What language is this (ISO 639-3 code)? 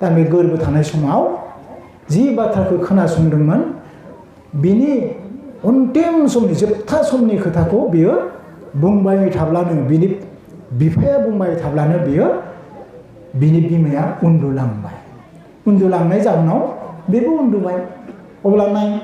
brx